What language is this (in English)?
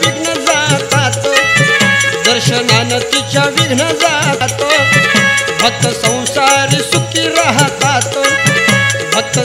Marathi